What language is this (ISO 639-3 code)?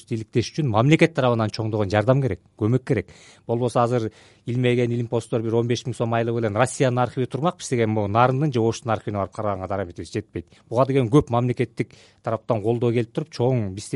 kir